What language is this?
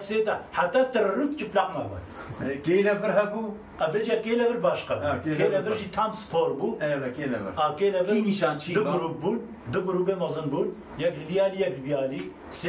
Kurdish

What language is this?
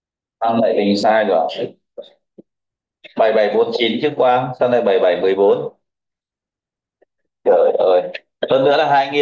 Vietnamese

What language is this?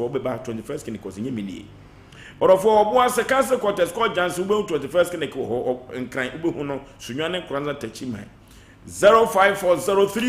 Akan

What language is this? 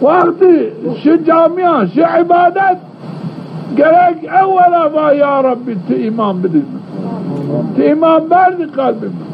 Zaza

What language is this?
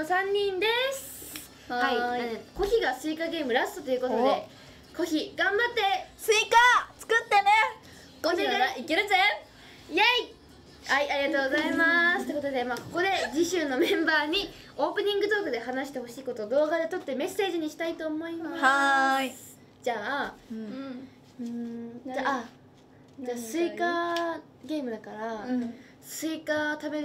Japanese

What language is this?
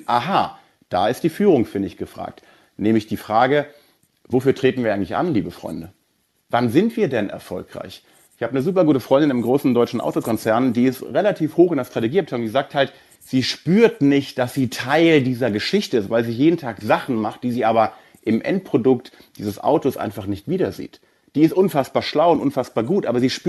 German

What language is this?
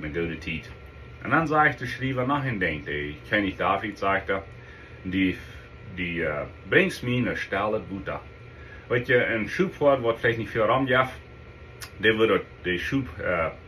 Plautdietsch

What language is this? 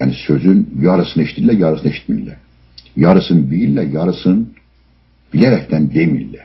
South Azerbaijani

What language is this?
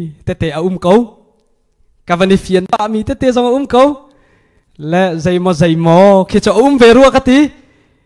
Hakha Chin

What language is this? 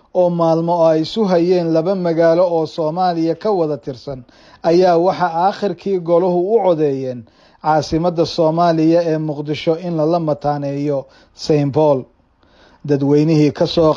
Somali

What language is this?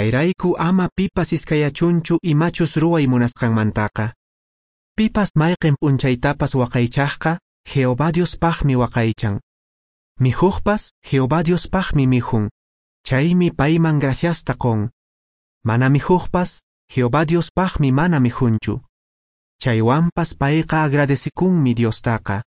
Quechua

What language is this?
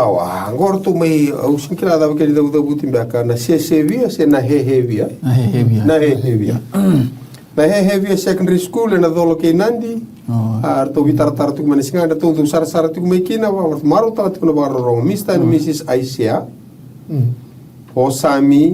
Fijian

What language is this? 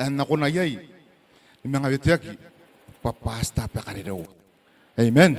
Gilbertese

